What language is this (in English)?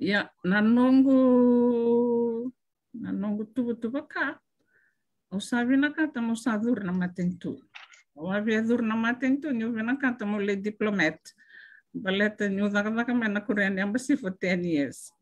Fijian